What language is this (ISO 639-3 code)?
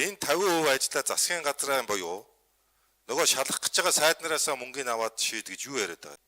mon